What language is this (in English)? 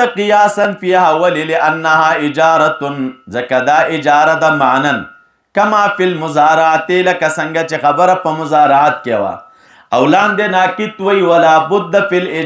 Pashto